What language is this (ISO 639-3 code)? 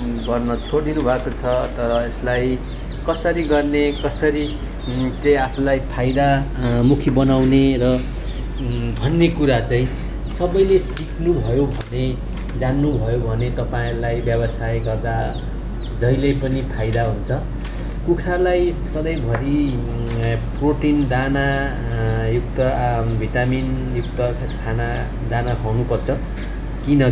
nep